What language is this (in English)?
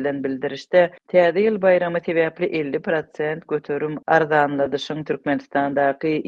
Turkmen